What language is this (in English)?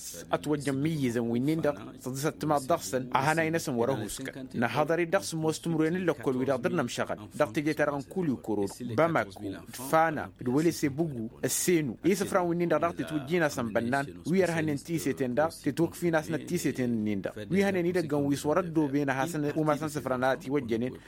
Tamasheq